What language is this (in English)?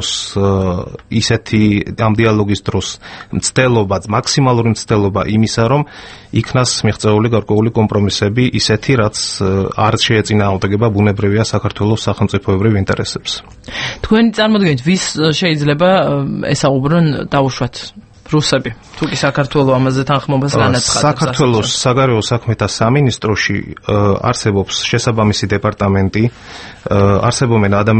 Georgian